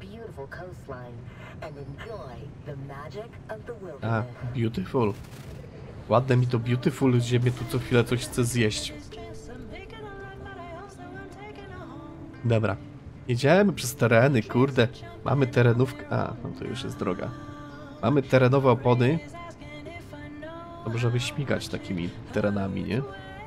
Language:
Polish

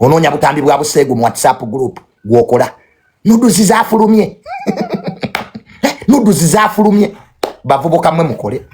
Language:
Ganda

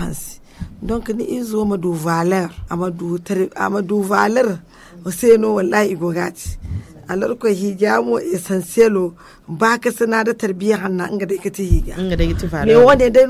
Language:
Zarma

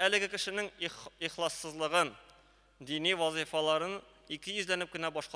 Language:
Tatar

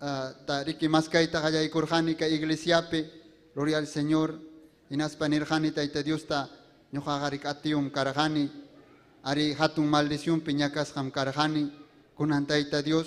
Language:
Ayacucho Quechua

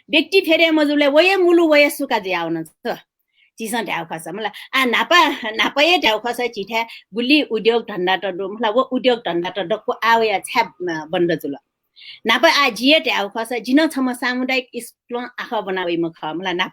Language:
Newari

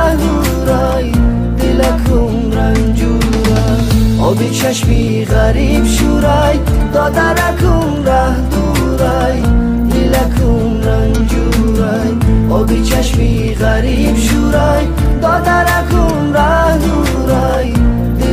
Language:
Tajik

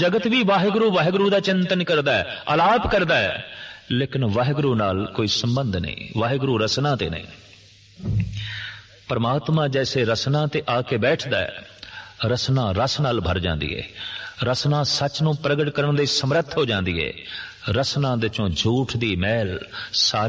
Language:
Punjabi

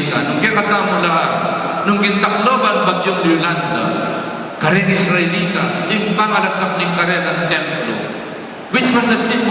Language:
Pampanga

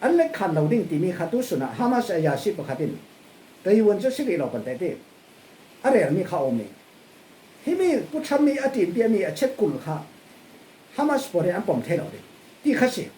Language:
Falam Chin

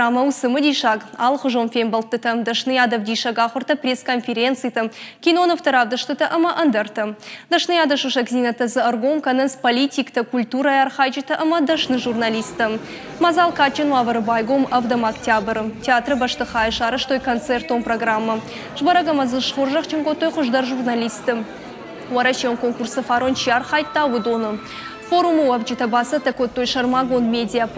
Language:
Ossetic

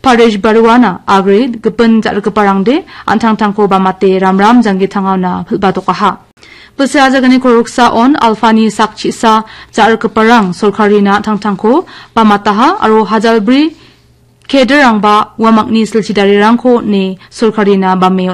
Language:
Garo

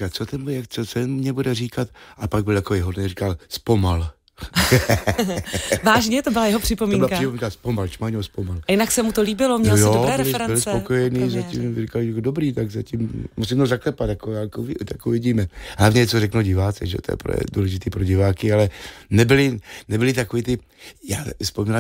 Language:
Czech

